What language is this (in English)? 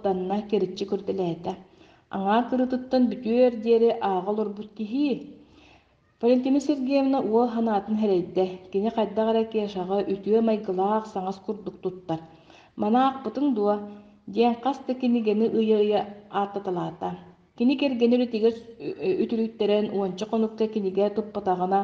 Yakut